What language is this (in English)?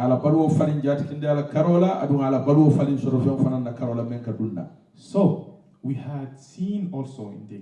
Fula